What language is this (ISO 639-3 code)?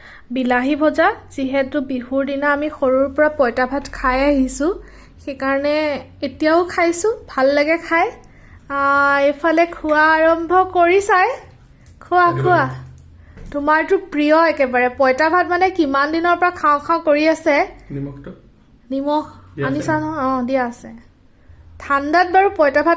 asm